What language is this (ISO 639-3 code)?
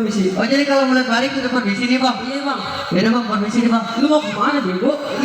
bew